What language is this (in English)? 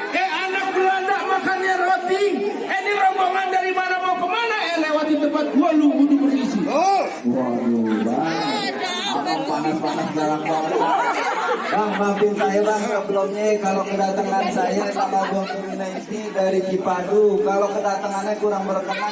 Betawi